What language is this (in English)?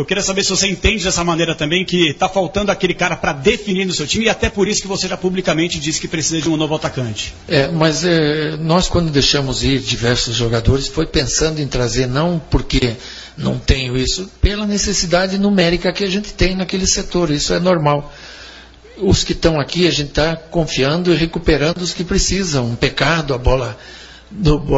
Portuguese